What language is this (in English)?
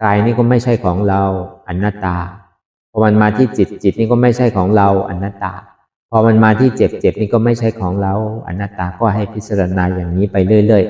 Shan